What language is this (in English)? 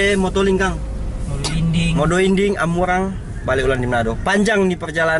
Manado Malay